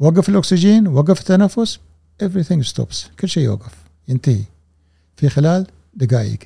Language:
Gulf Arabic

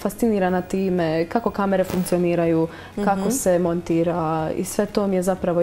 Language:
Croatian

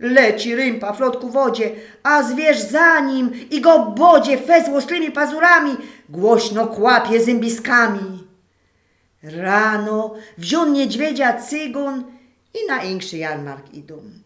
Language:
Silesian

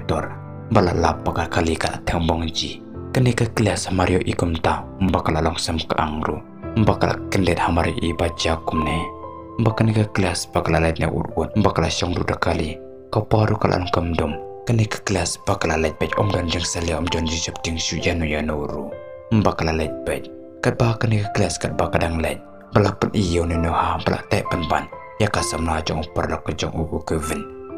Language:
Khasi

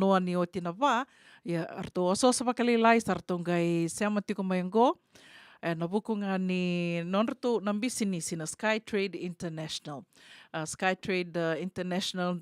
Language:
Fijian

